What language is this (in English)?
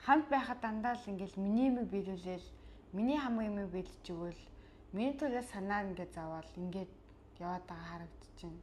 Mongolian